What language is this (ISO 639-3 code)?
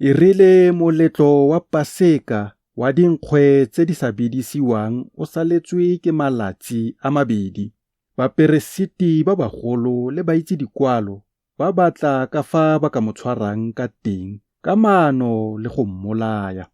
tsn